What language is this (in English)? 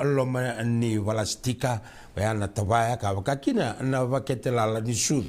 Fijian